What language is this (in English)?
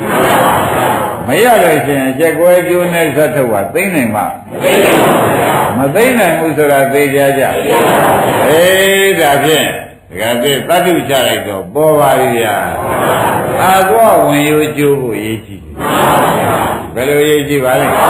Burmese